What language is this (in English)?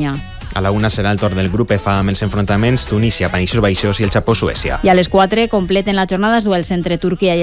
Catalan